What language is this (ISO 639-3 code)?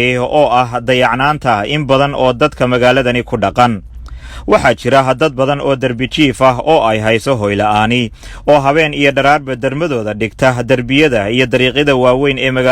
som